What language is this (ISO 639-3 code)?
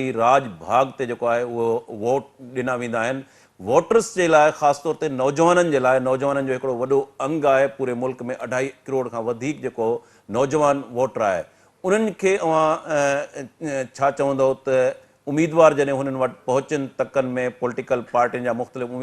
snd